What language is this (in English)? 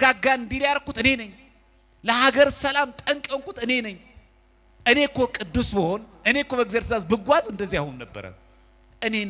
Amharic